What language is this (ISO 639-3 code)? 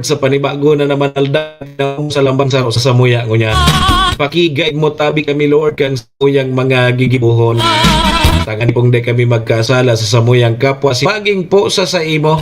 bik